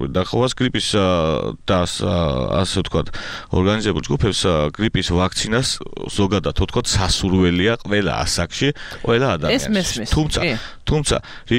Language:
Georgian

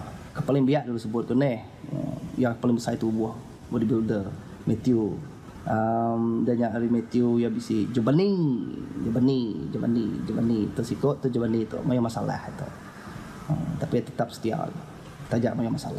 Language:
Iban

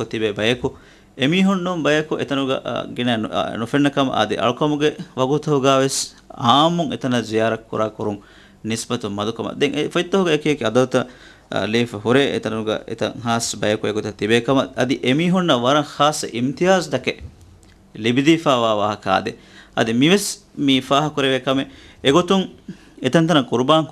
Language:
Divehi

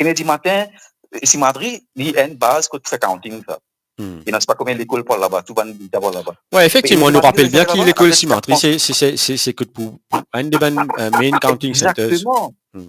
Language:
Morisyen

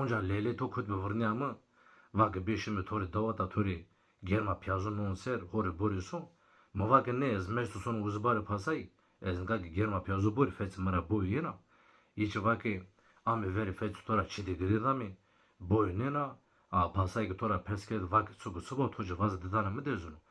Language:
Zaza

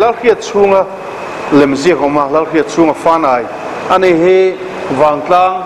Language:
Mizo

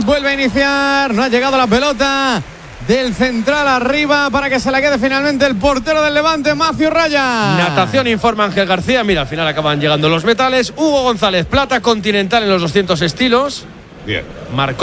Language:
Spanish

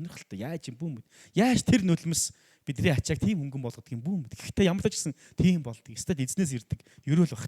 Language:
Mongolian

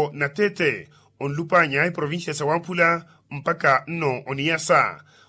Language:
Makhuwa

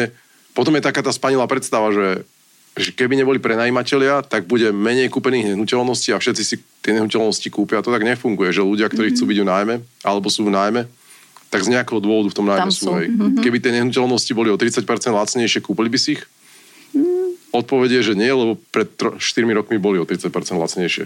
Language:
Slovak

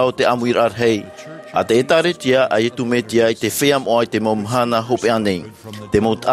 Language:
Tahitian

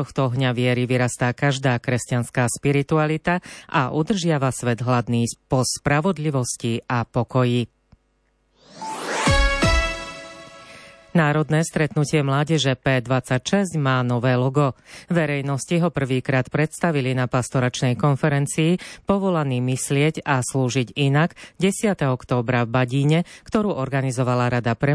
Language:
Slovak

